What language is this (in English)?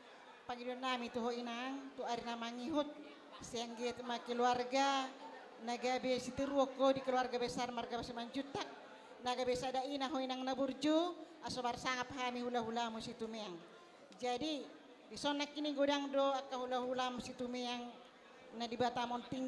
Batak Toba